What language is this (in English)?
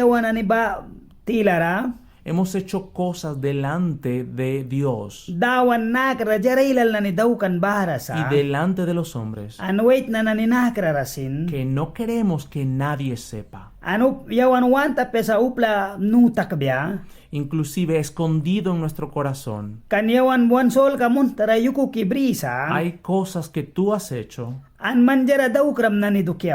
Mískito